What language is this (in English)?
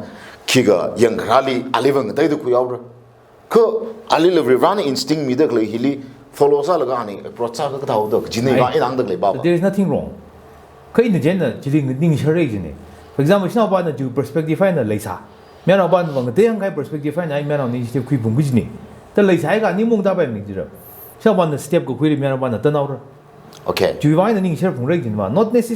Tangkhul Naga (India)